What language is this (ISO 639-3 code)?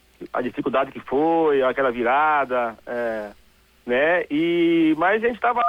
por